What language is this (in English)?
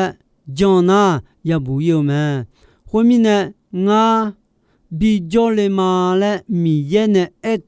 Akha